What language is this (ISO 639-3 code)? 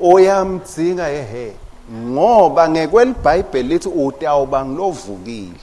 ssw